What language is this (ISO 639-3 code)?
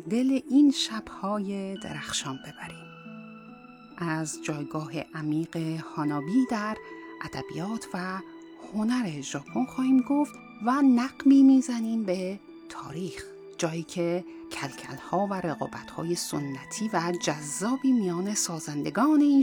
fas